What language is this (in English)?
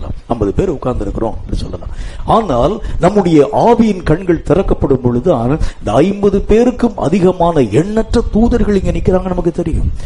Tamil